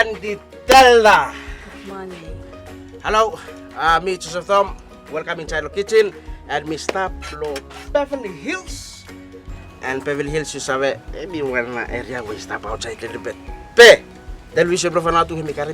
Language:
Bislama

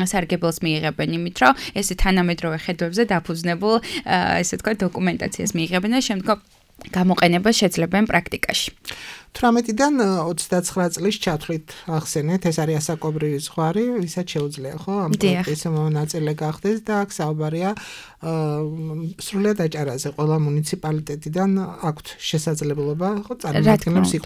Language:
Georgian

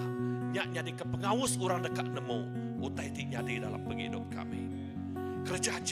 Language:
Iban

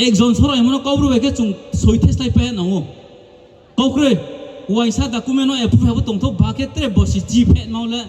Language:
Riang (India)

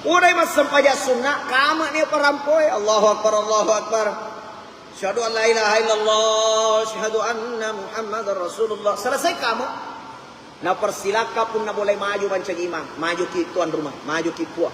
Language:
Buginese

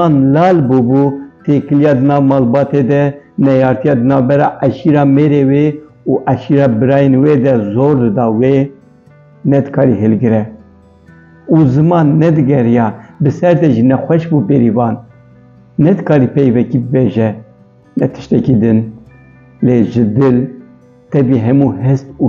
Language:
Kurdish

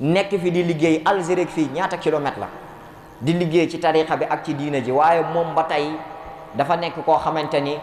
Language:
Wolof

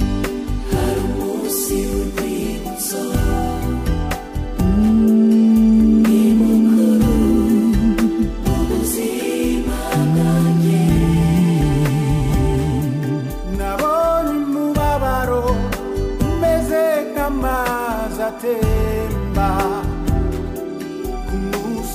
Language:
Kinyarwanda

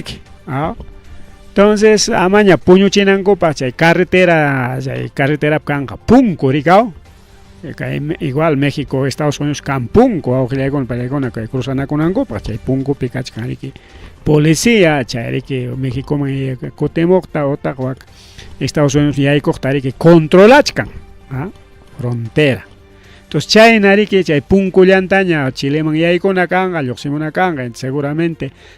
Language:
Ayacucho Quechua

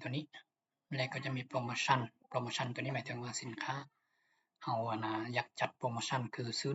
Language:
Lao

